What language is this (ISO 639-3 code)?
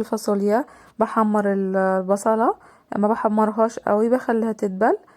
arz